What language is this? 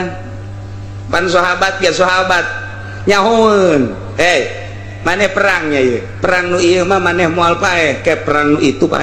Sundanese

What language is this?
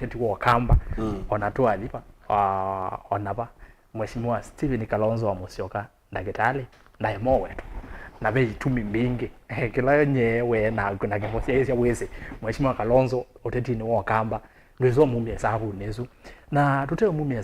Kamba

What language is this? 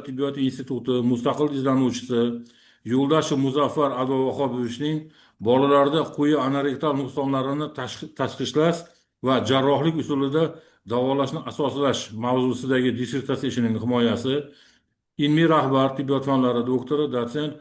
Uzbek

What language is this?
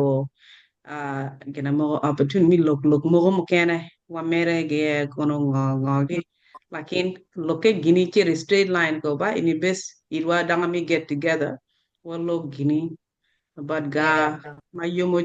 Acoli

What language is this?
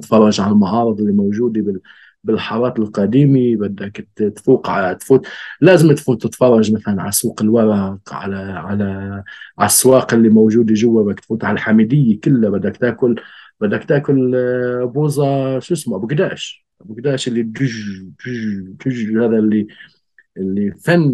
North Levantine Arabic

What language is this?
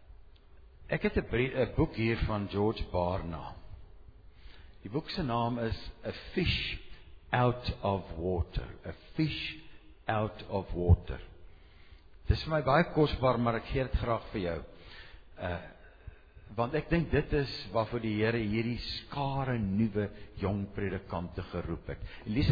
Afrikaans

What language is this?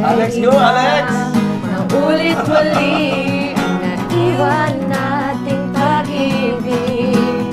Bikol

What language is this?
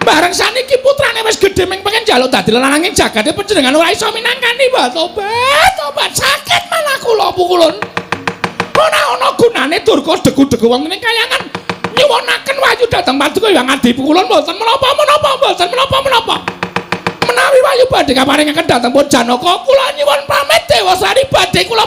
Javanese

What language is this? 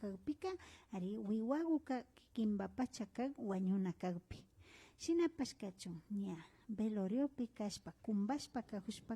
Imbabura Highland Quichua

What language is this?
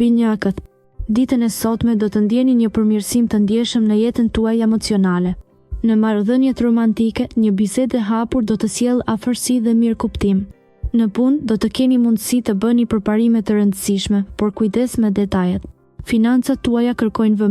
Albanian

